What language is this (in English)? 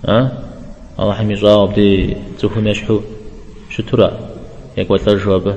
Kabardian